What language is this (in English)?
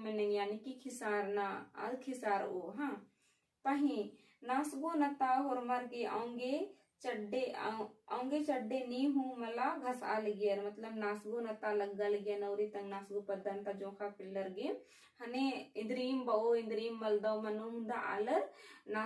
Kurukh